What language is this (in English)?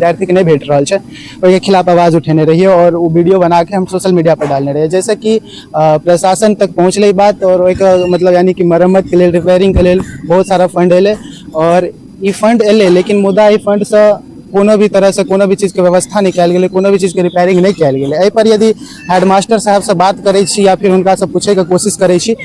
Maithili